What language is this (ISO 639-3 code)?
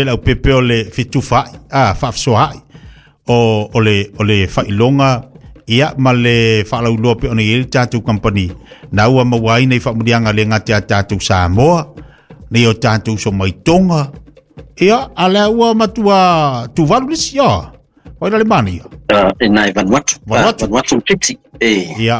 smo